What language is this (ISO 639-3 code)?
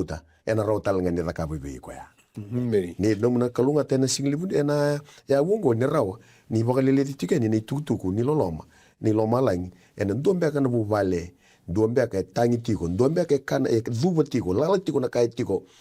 fij